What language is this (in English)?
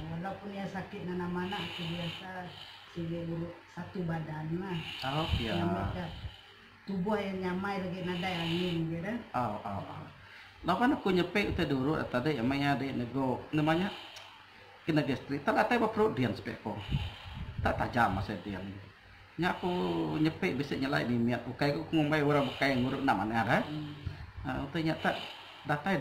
Iban